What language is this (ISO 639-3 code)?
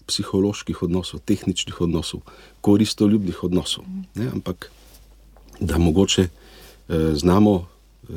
slv